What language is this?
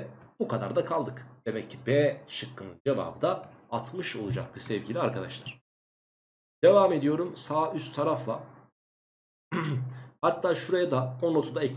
Turkish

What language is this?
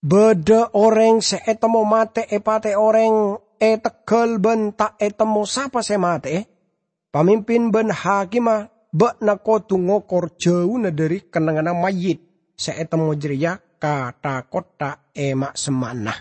Madurese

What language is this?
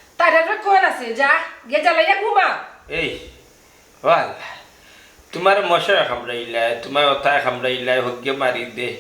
Sylheti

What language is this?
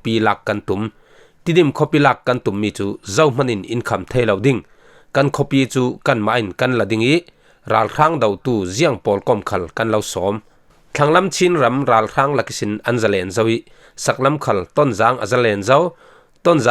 Falam Chin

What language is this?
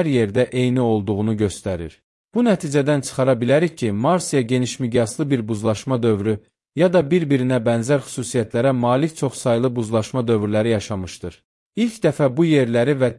Azerbaijani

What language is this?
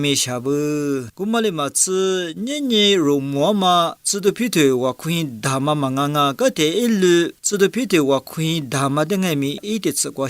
Lisu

